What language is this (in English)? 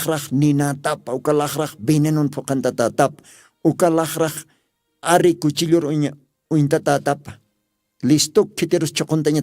Aymara